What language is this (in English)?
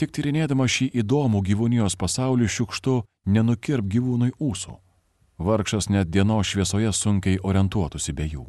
Lithuanian